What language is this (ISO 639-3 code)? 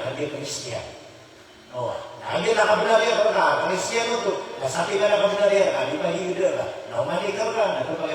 mrw